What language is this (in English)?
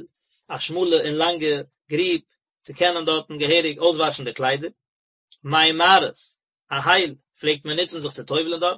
Yiddish